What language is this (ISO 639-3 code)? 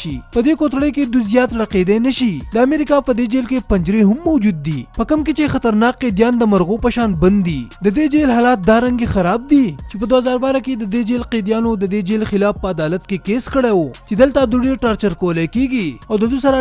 pus